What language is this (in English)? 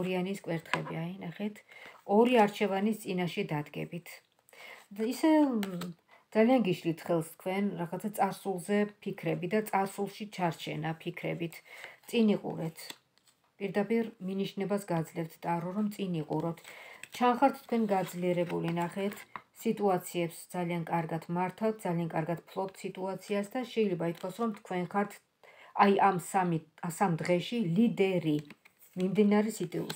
Georgian